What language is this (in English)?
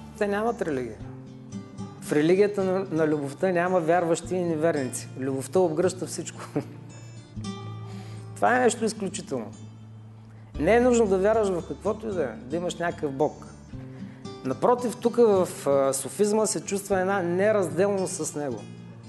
Bulgarian